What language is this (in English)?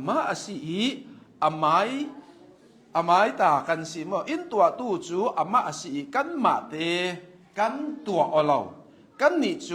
Hakha Chin